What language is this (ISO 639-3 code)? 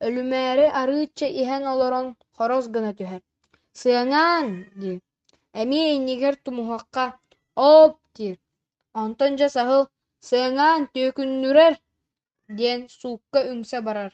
sah